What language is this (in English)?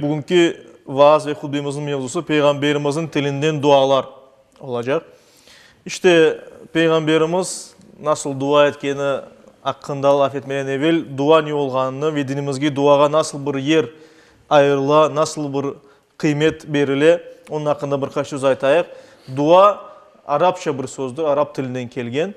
Crimean Tatar